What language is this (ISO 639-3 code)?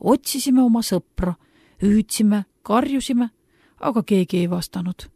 est